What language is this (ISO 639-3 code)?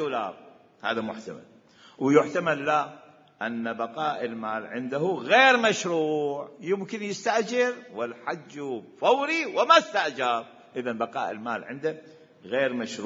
acm